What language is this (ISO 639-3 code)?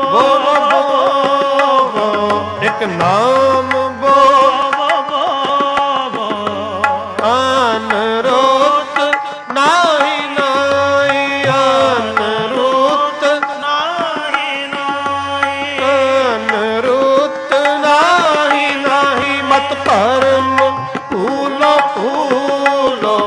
pan